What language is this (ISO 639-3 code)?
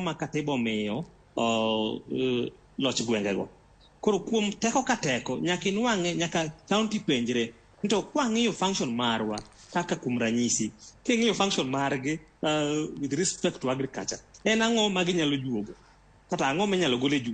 luo